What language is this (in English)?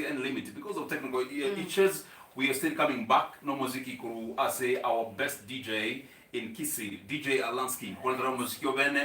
Gusii